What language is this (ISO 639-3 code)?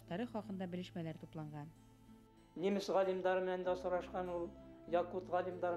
bak